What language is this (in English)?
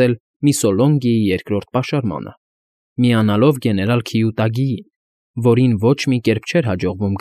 Armenian